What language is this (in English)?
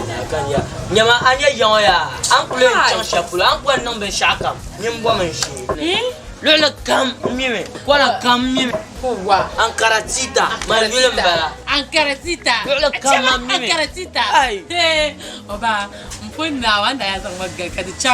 Dagbani